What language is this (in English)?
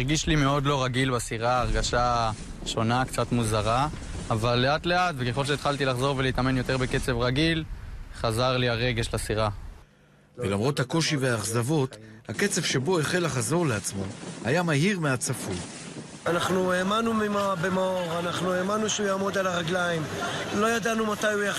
Hebrew